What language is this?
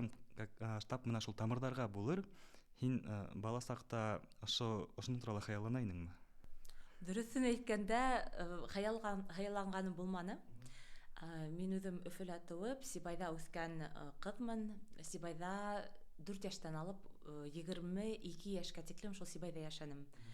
Bashkir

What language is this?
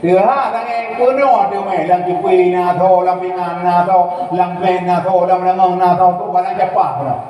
Achinese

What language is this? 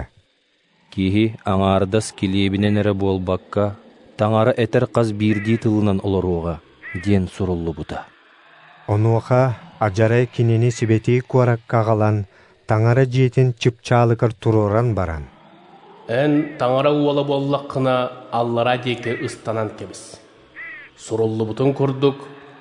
Yakut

